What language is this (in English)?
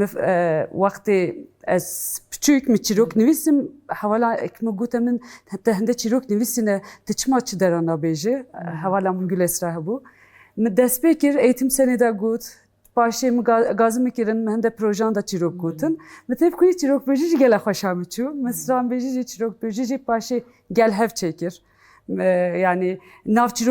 Kurdish